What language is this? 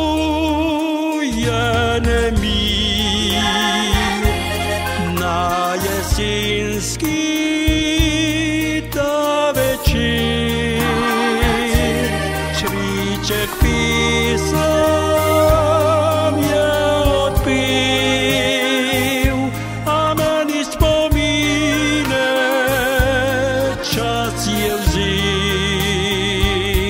Slovenian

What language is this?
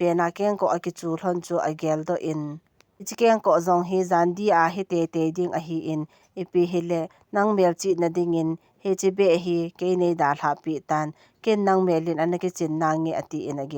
Thado Chin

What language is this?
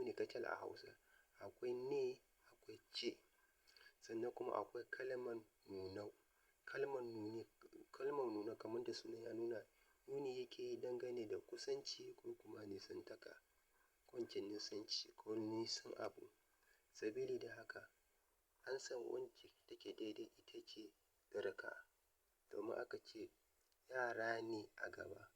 Hausa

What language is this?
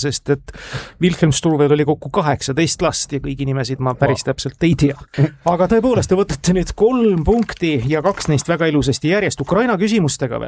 Estonian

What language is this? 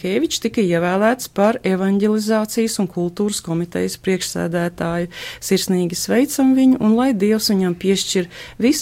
Latvian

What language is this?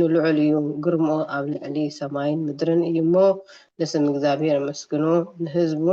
Tigrinya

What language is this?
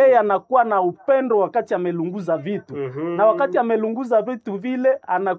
Swahili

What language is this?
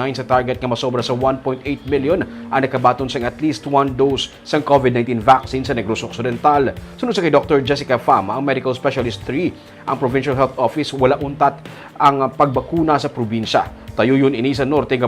Hiligaynon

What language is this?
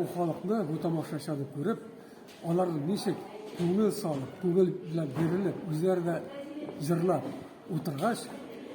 Tatar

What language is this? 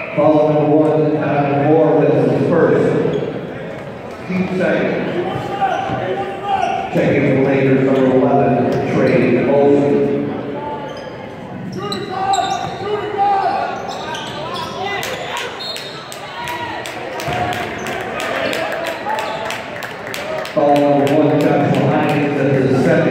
English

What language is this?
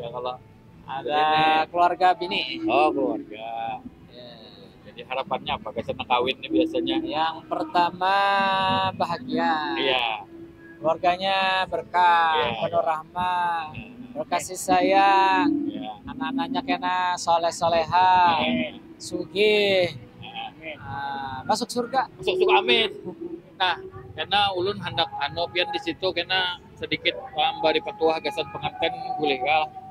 Banjar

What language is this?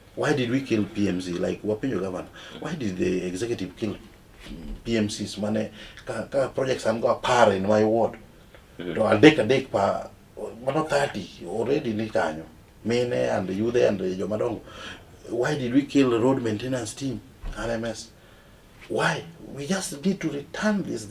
Luo (Kenya and Tanzania)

